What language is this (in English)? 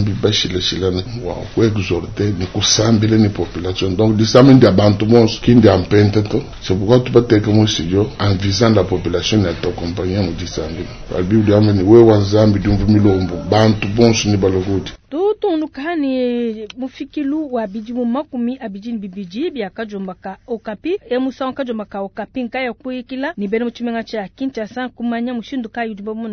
Luba-Lulua